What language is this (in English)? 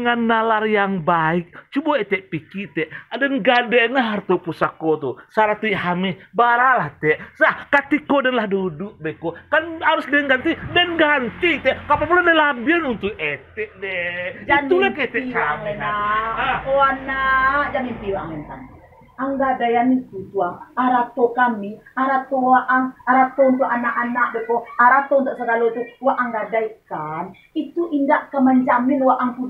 Minangkabau